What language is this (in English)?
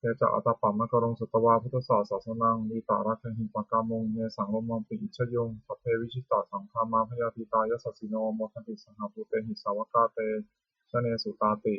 Pali